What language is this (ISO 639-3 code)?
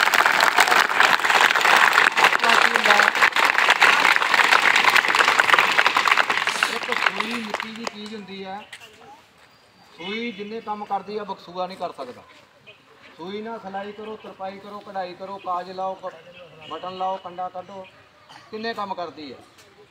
pan